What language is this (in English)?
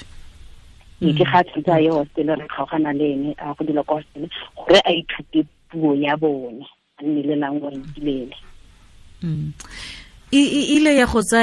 Tswana